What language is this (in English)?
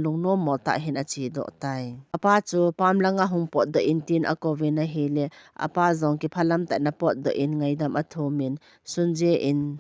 Thado Chin